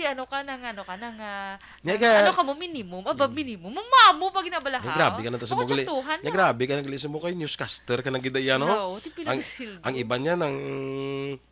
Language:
Hiligaynon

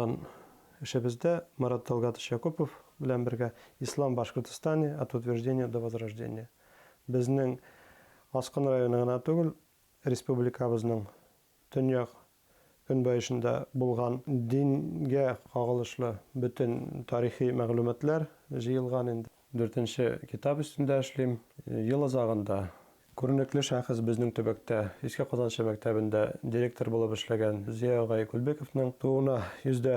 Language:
Bashkir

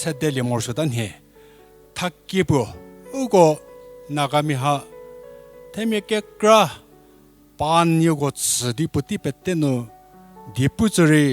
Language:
Angami Naga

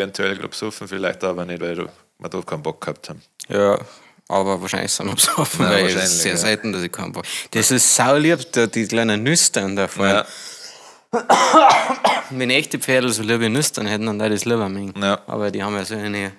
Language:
Bavarian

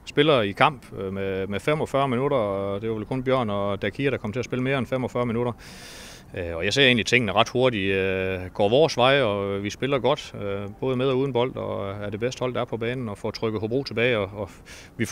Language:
Danish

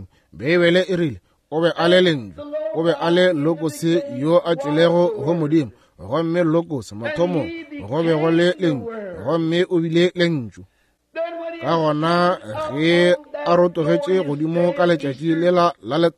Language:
Northern Sotho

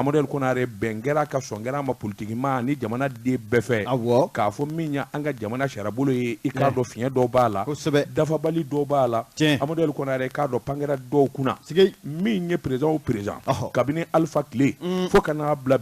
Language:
Bambara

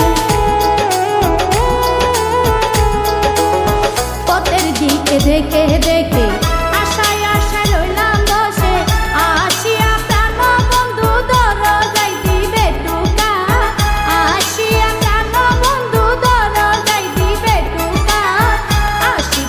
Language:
Bangla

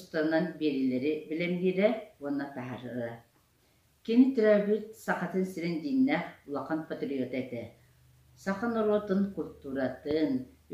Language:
Yakut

